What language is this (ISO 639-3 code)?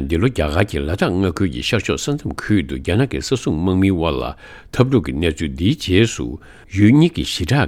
bod